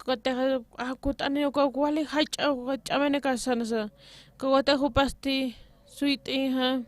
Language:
Aymara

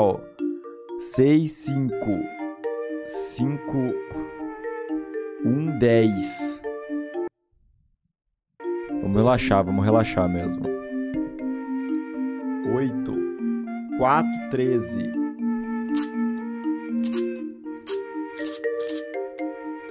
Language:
Portuguese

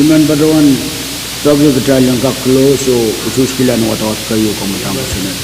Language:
Pohnpeian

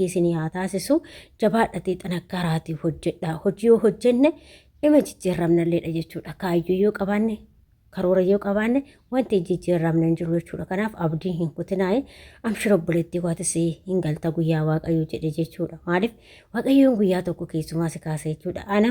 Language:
Oromo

